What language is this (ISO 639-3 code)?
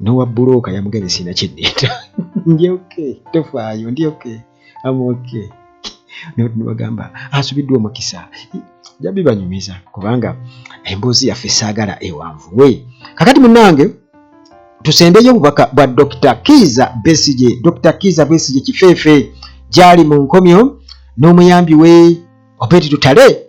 lug